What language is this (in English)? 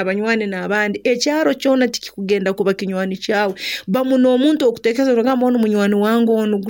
Nyoro